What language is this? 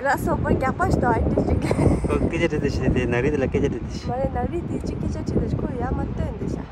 Tibetan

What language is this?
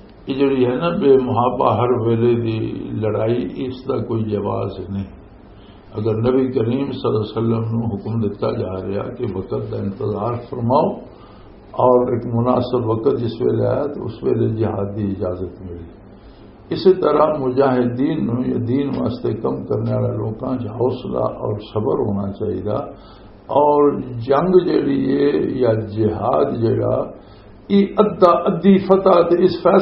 Western Panjabi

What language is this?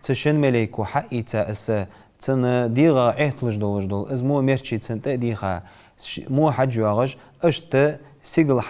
Ingush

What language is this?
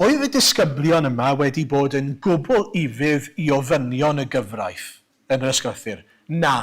Welsh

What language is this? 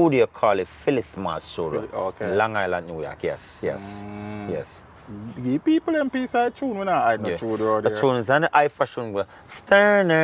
Jamaican Creole English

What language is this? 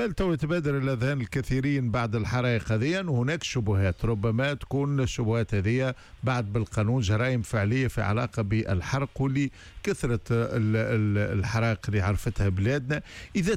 Tunisian Arabic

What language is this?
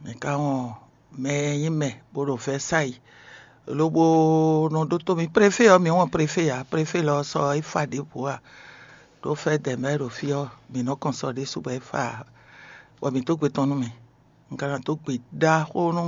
Fon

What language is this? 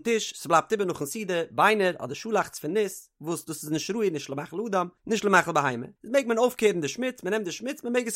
Yiddish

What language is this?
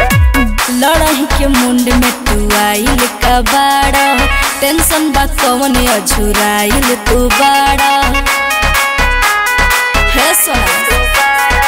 Bhojpuri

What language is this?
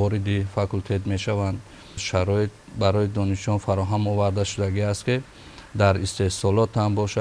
Tajik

